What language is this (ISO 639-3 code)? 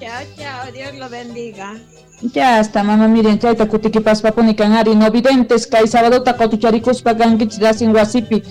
quh